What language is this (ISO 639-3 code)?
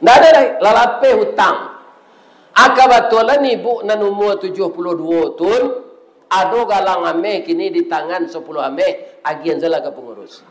min